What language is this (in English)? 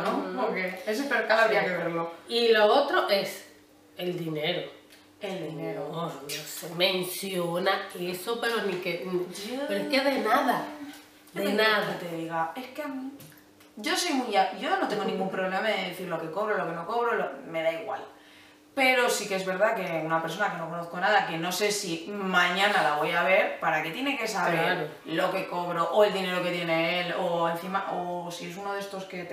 Spanish